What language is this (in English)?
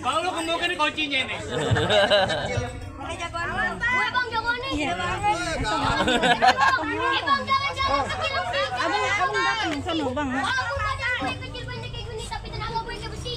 Betawi